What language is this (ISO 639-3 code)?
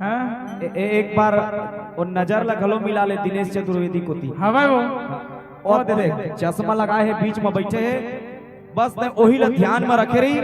hne